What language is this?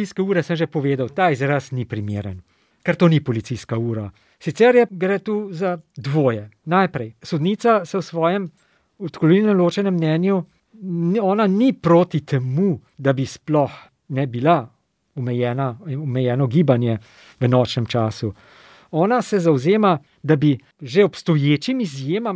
Slovenian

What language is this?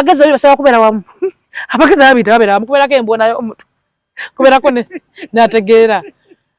Ganda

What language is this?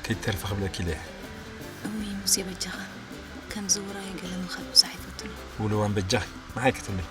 Tigrinya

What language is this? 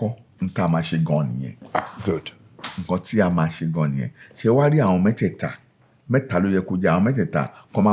Yoruba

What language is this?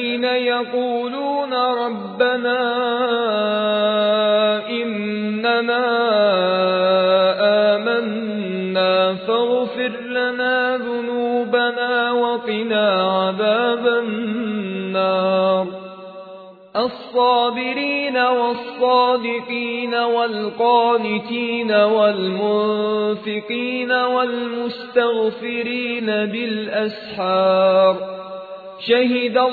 Arabic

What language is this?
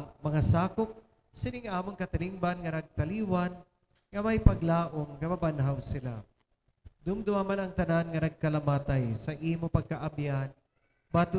Hiligaynon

